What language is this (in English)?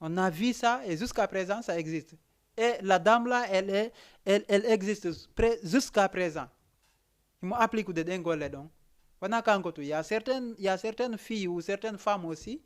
Fula